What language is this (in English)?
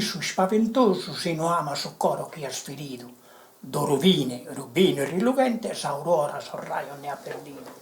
Sardinian